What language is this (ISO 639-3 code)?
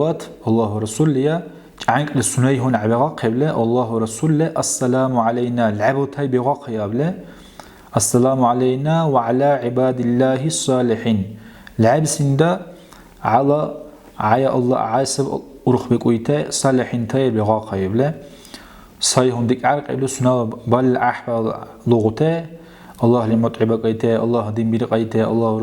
dar